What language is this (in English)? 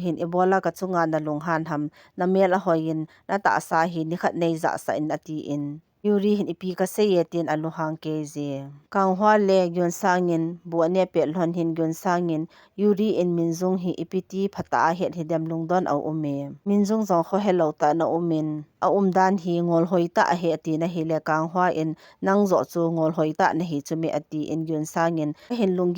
Thado Chin